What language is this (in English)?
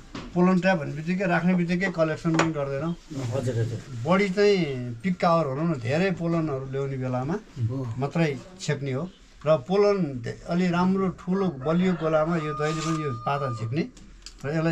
Nepali